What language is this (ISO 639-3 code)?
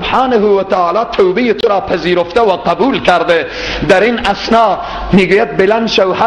fas